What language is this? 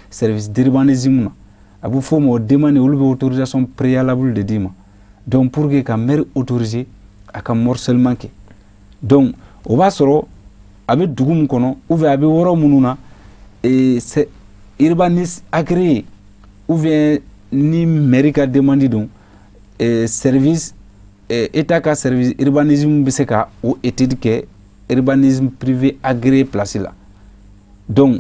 Bambara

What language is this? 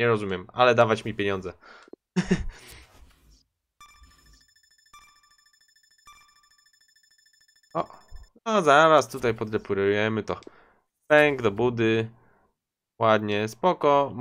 Polish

